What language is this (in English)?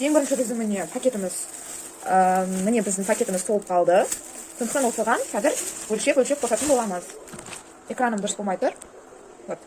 Kazakh